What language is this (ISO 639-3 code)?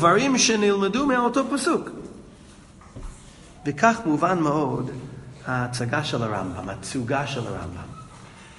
heb